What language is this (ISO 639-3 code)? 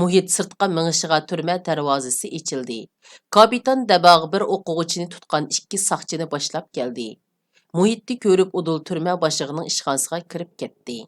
uig